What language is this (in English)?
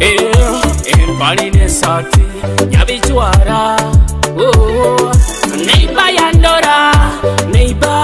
Nyoro